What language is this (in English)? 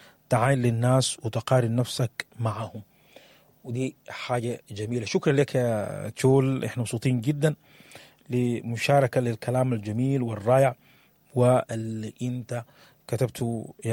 Sudanese Arabic